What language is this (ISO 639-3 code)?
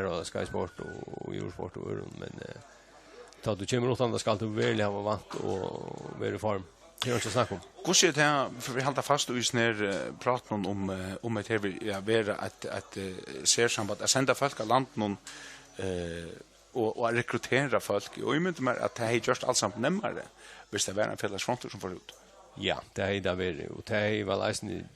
fao